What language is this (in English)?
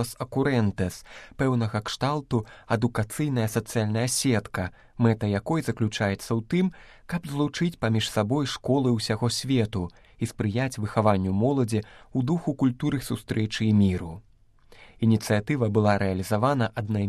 Belarusian